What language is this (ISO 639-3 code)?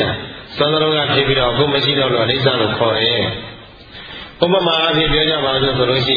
mya